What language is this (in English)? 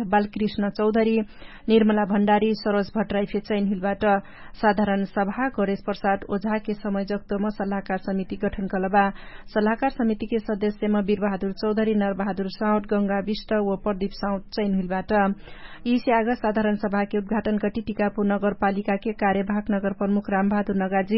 Dangaura Tharu